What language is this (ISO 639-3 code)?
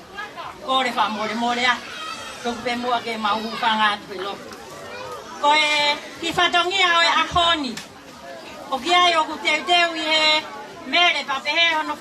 ton